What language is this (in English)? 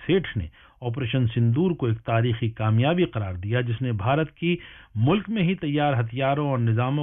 Urdu